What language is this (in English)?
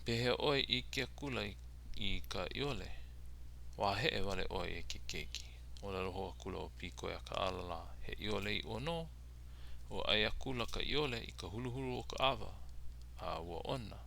Hawaiian